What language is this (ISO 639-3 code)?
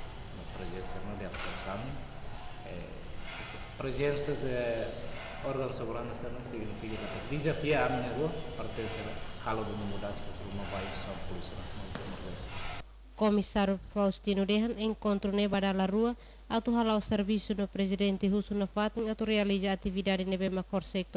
tet